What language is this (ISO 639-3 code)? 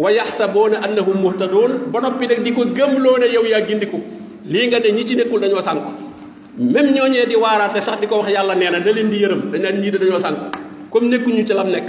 wol